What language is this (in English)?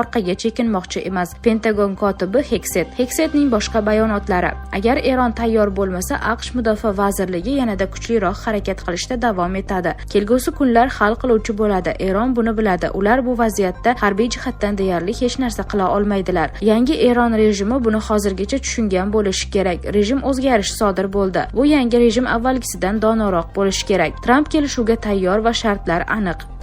Uzbek